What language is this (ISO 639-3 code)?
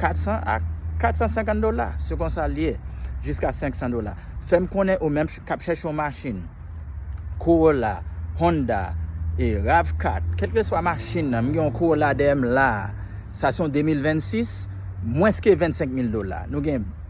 hat